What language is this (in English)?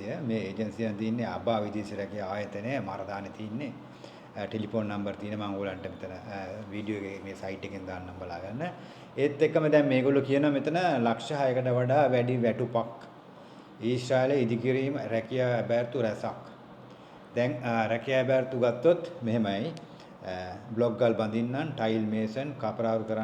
Sinhala